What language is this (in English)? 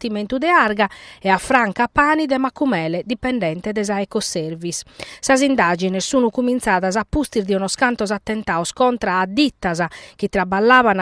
Sardinian